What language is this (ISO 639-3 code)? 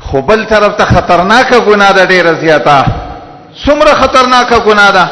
pus